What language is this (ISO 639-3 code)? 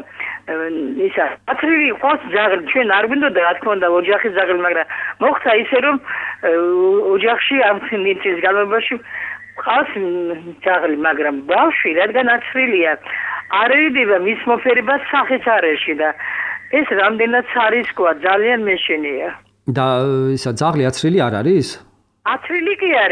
kat